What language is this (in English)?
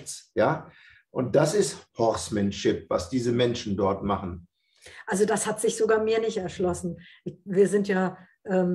German